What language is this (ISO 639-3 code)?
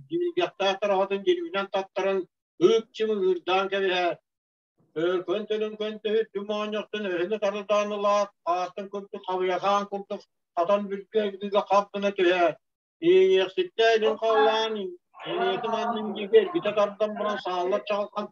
sah